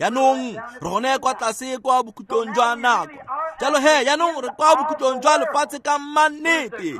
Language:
Tswana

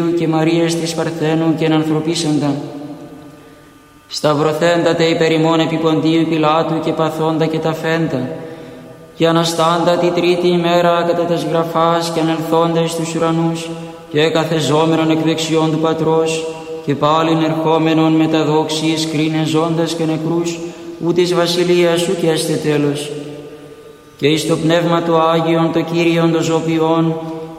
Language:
Greek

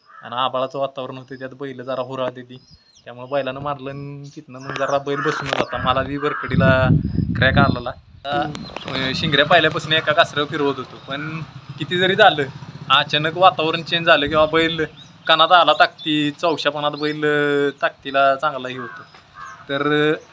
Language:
Marathi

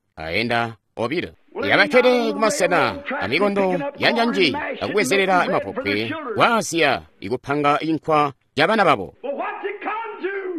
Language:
Tonga (Zambia)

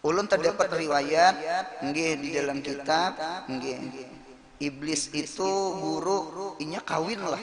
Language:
Banjar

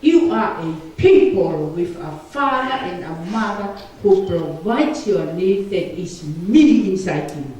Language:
Tongan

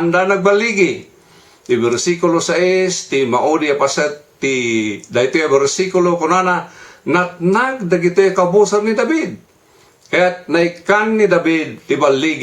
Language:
Iloko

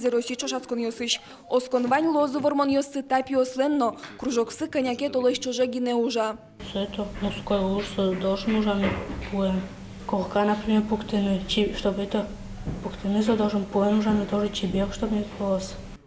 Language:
Udmurt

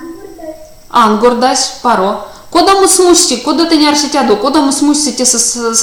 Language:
Erzya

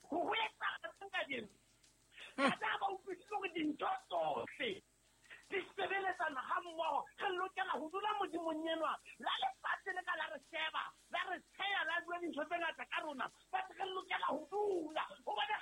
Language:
Southern Sotho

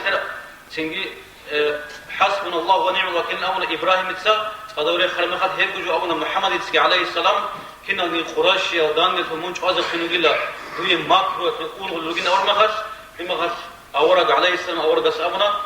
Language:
Avaric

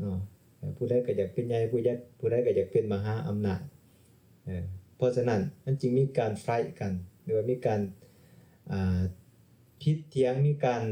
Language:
Lao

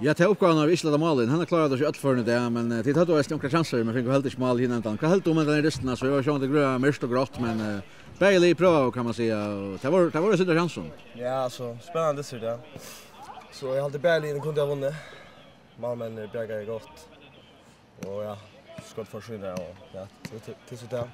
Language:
Faroese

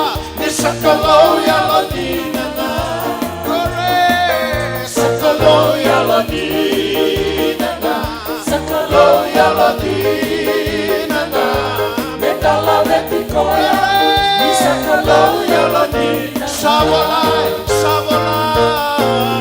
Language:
Fijian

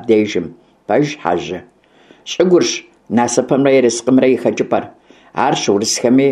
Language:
Kabardian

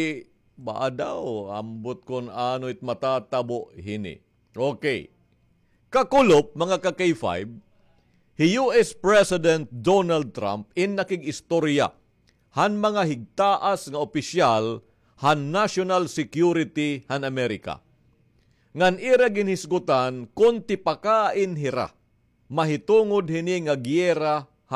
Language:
Waray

